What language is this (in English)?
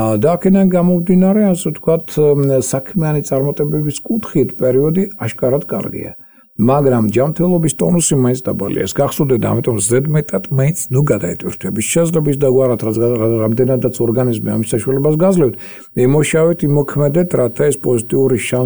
Georgian